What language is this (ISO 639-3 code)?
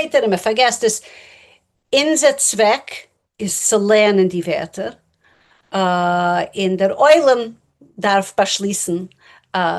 yid